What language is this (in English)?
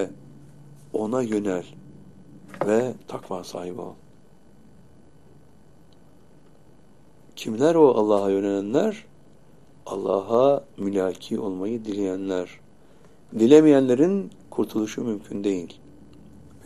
Turkish